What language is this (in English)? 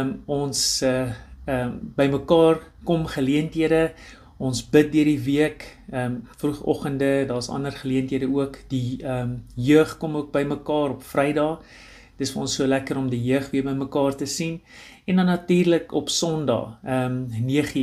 Afrikaans